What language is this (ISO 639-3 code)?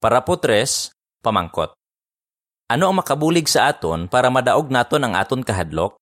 hil